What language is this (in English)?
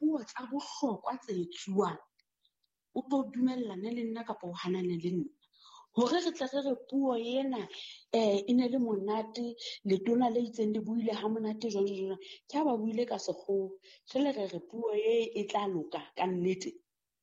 Southern Sotho